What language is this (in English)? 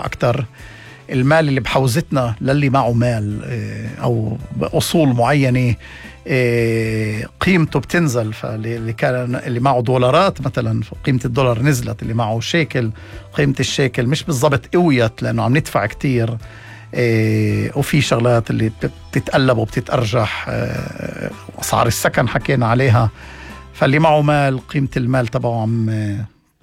North Levantine Arabic